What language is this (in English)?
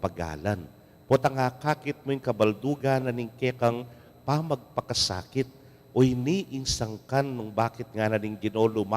Pampanga